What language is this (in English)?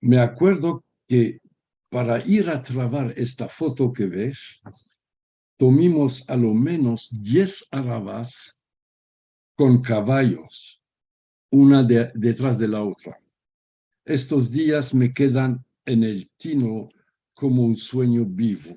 Ladino